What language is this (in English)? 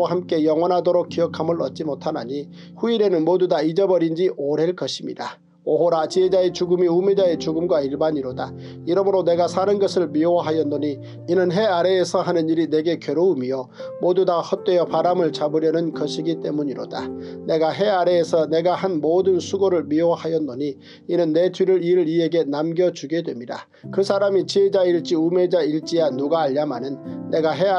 Korean